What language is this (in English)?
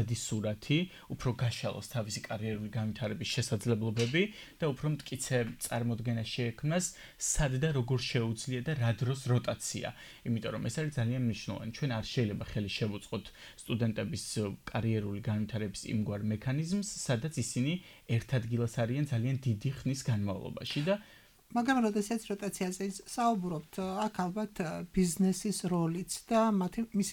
Georgian